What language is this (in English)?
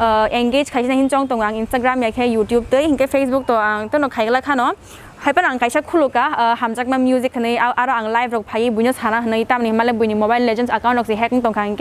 Kok Borok